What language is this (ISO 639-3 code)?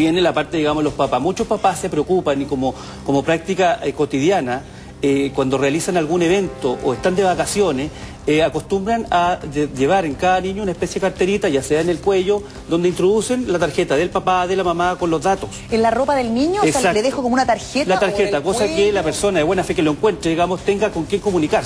spa